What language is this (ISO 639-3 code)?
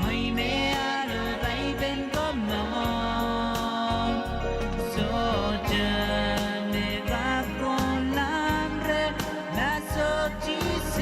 pon